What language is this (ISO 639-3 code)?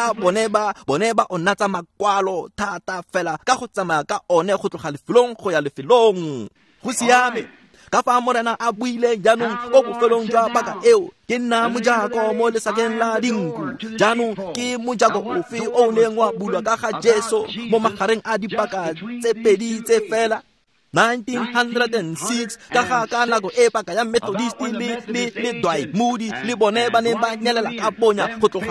tsn